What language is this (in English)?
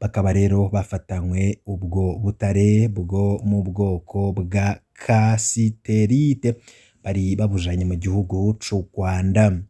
Rundi